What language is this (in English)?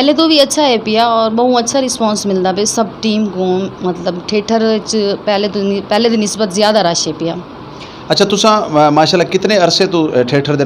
Saraiki